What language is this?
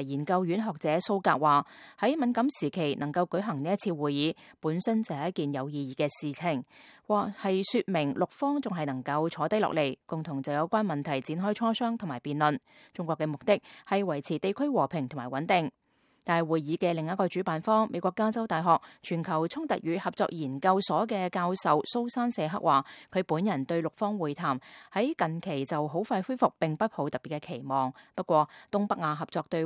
Cantonese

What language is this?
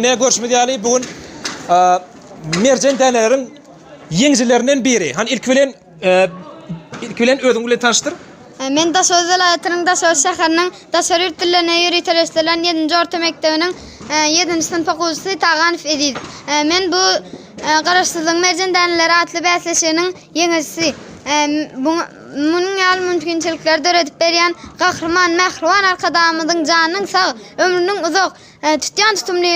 Turkmen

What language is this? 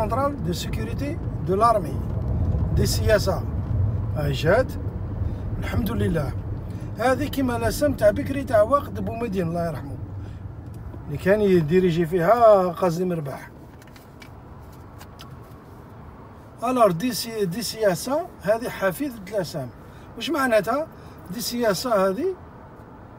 Algerian Arabic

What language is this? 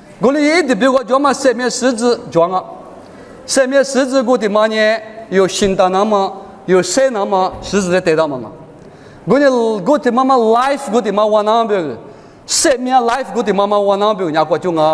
Lisu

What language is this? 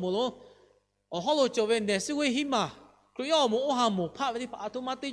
Lahu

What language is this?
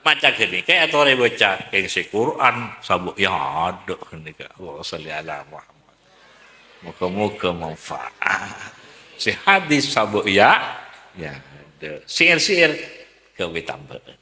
Madurese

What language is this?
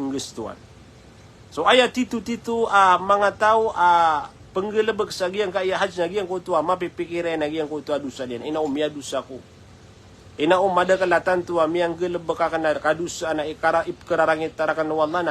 Maranao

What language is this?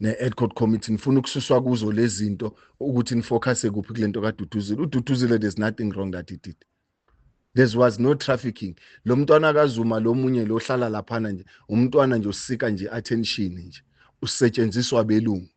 Zulu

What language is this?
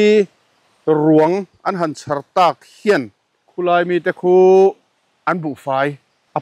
Mizo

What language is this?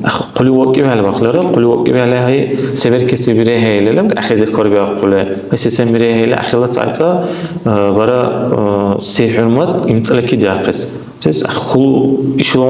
Dargwa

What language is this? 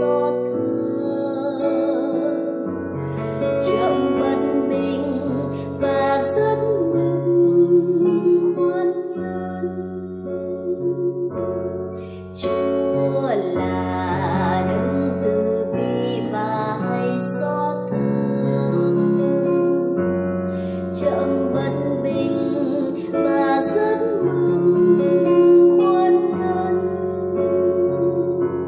Vietnamese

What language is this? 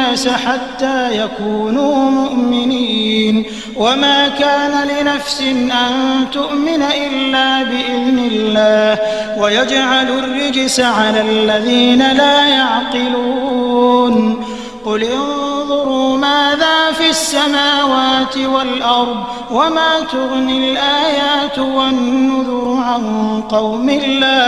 Arabic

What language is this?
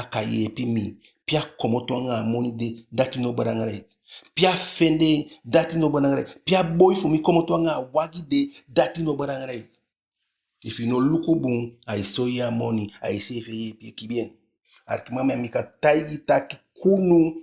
Eastern Maroon Creole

